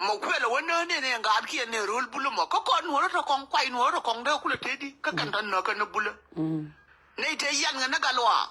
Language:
Nuer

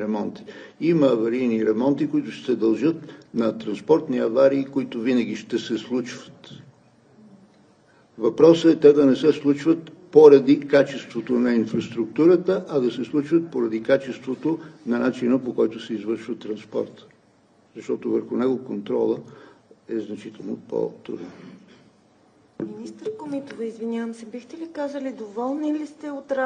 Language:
Bulgarian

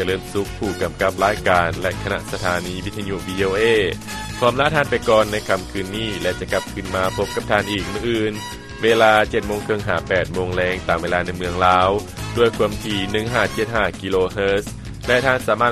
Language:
Lao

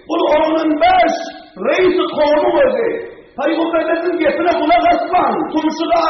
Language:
Turkmen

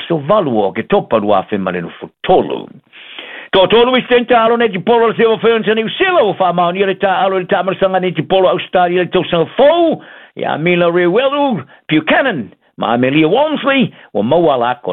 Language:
Samoan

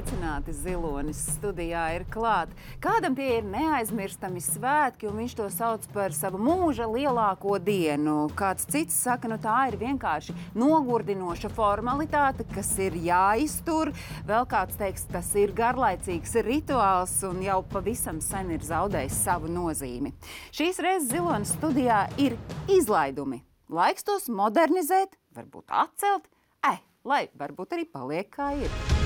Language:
Latvian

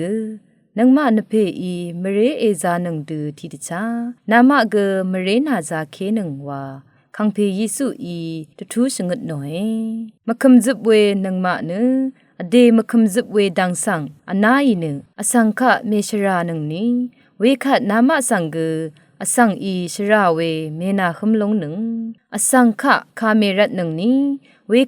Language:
Rawang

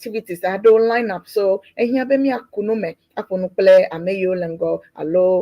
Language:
Ewe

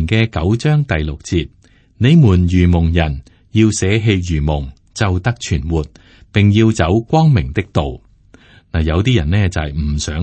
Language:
Cantonese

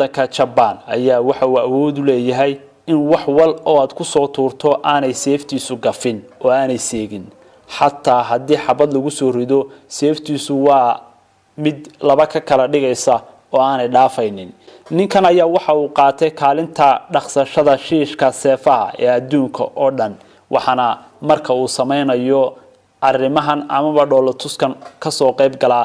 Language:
Somali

